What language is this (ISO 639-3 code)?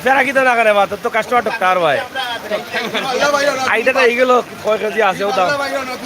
syl